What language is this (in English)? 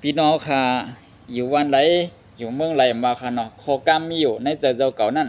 Shan